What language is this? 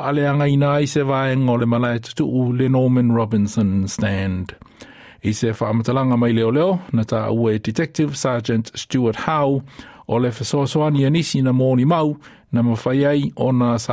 Samoan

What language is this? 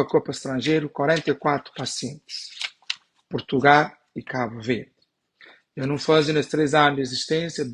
Kabuverdianu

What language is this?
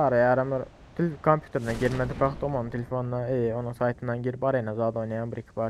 Turkmen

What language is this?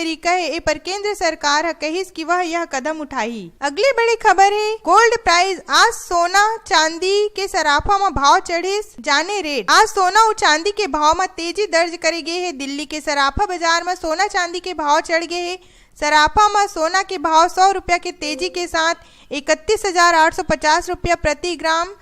Chhattisgarhi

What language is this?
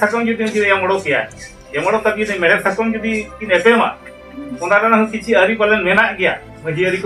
Santali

